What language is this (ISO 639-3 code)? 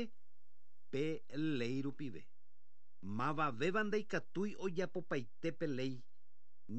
grn